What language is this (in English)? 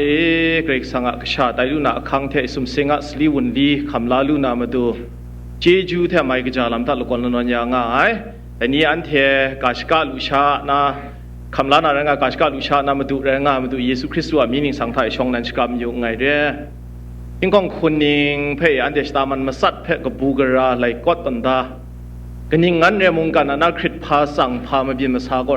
Kachin